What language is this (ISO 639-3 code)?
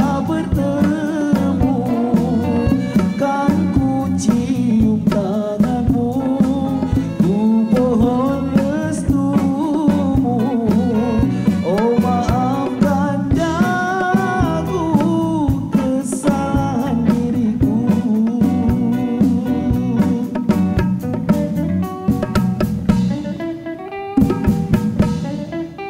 msa